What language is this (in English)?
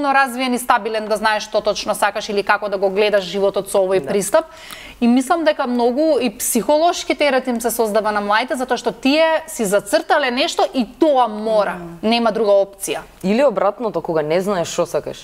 Macedonian